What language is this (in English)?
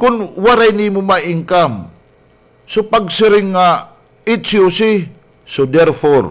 Waray